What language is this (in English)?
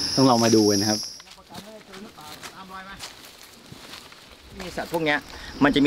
Thai